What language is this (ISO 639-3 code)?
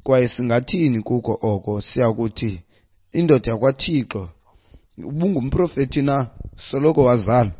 xho